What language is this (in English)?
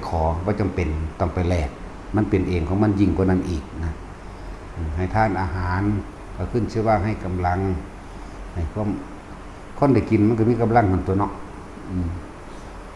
Northeastern Thai